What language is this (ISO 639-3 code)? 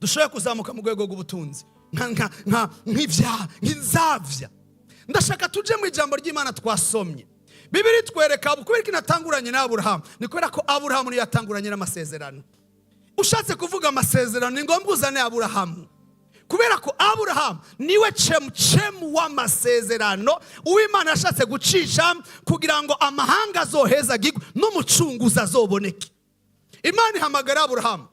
run